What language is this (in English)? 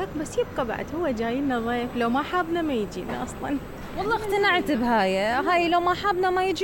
Mesopotamian Arabic